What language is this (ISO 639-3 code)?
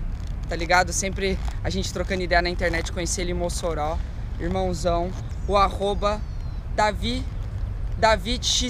por